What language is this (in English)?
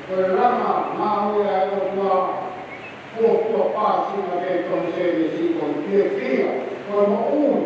Tongan